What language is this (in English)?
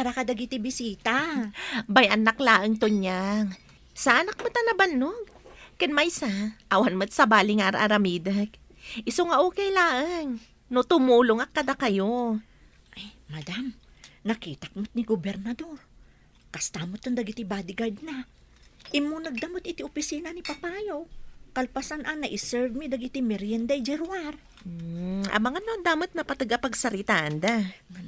Iloko